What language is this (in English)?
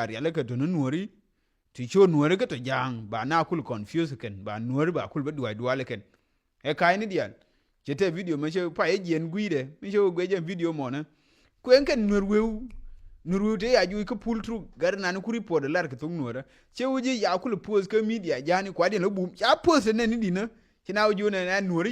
Nuer